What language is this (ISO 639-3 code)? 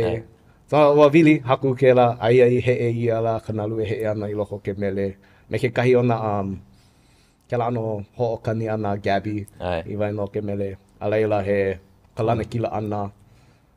haw